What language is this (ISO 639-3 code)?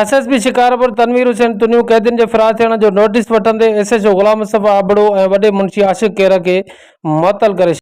snd